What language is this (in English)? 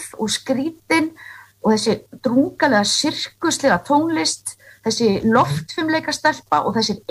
Icelandic